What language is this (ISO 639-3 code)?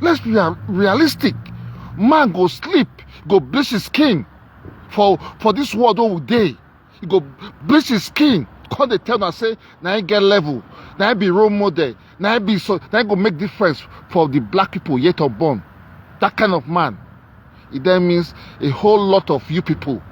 pcm